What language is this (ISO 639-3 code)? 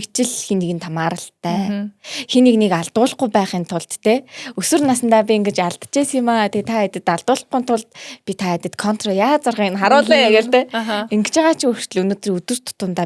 mon